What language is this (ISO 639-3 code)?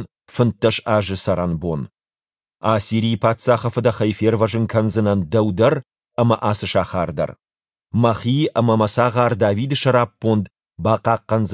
oss